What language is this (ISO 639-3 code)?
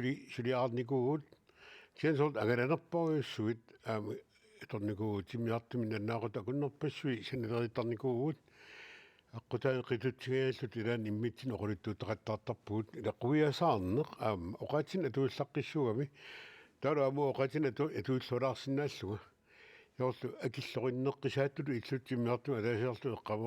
kal